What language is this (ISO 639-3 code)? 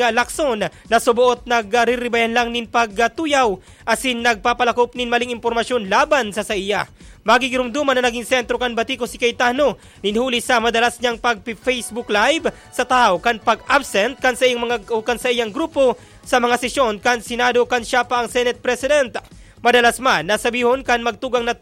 bik